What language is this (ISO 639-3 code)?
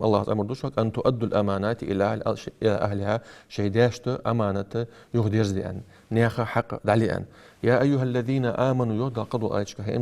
inh